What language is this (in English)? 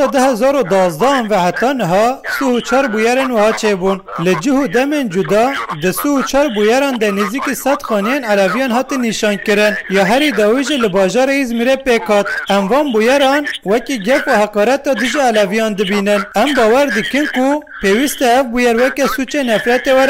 Kurdish